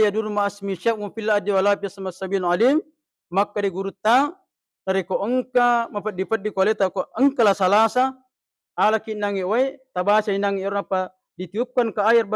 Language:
Buginese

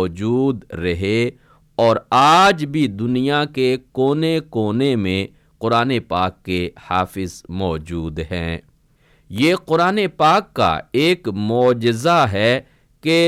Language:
Urdu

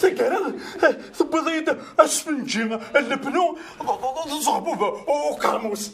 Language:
Kabyle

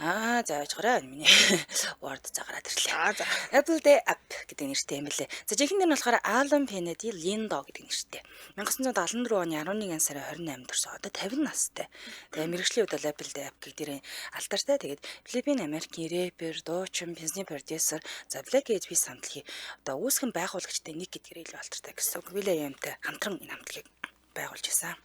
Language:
Mongolian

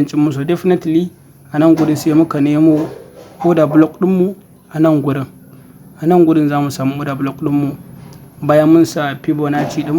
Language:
Hausa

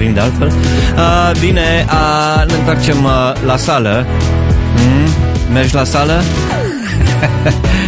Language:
Romanian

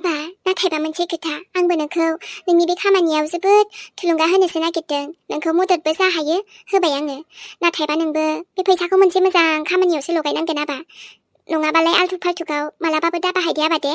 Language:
Bodo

